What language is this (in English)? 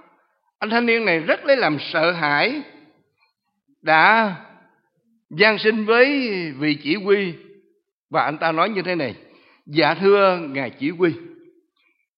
Vietnamese